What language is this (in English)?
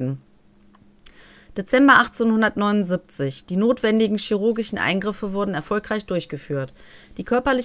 German